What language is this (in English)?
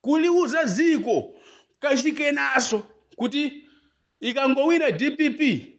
Nyanja